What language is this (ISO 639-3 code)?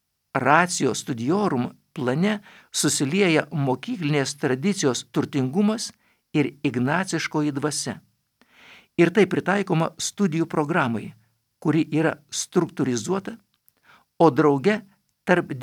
lit